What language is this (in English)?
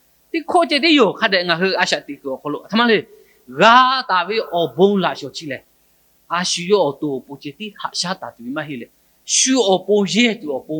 Lahu